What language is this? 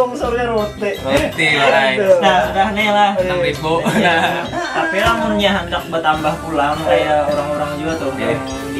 Banjar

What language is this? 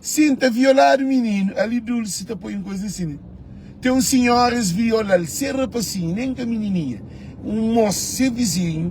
Kabuverdianu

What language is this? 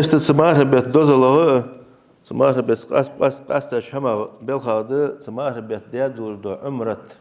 Ingush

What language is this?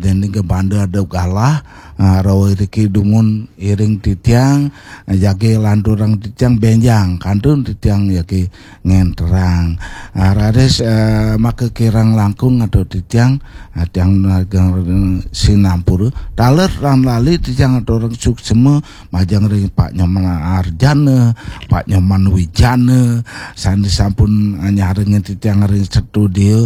Balinese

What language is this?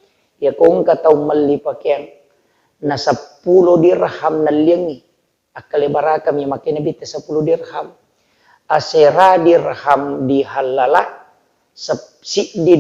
Buginese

